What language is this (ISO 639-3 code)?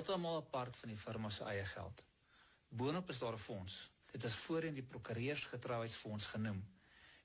afr